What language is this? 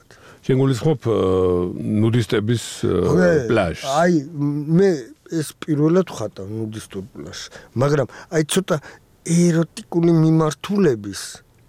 Georgian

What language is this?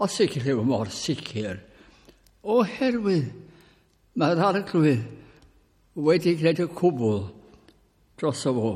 Welsh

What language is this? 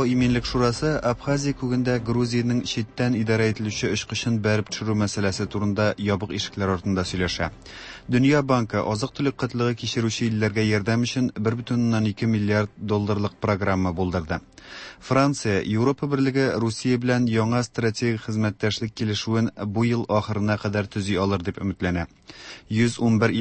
Tatar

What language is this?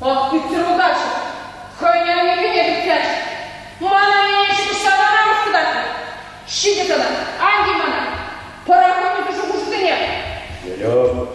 Chuvash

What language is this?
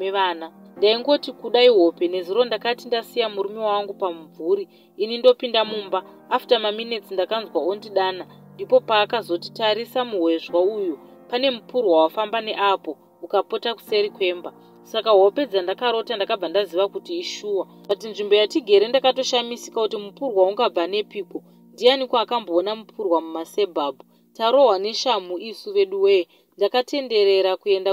Shona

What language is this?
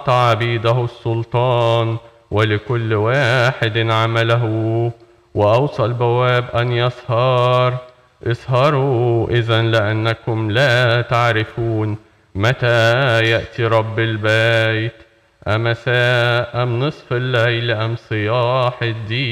Arabic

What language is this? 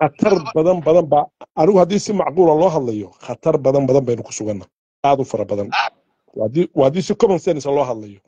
Somali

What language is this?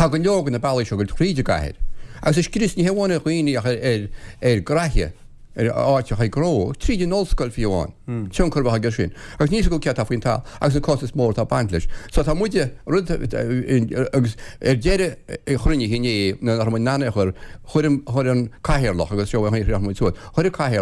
Irish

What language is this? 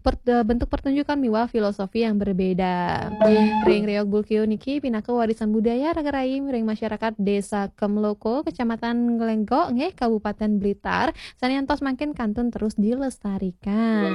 Balinese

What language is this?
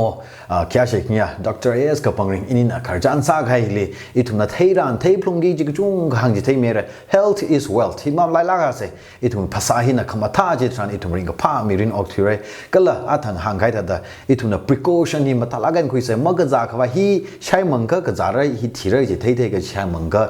Tangkhul Naga (India)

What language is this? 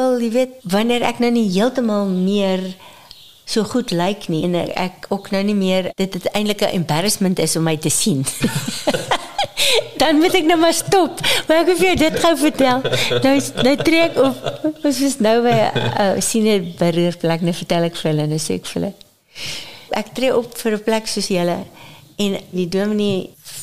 Afrikaans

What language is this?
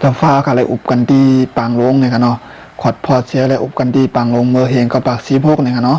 Shan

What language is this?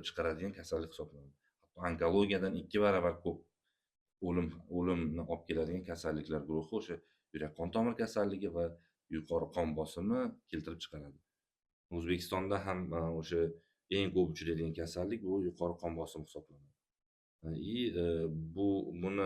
Uzbek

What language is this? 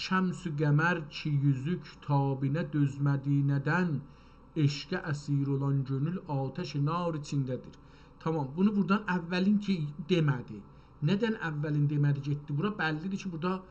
South Azerbaijani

